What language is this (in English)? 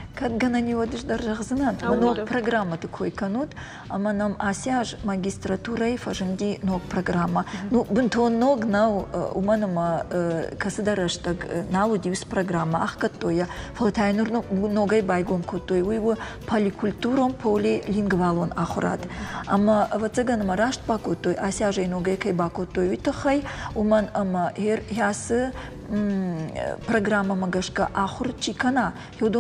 Ossetic